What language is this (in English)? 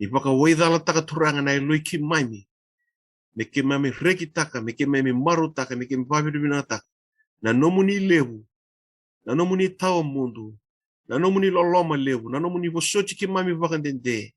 Fijian